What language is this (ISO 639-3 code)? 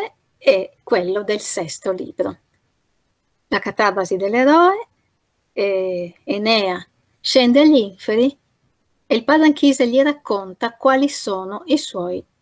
ita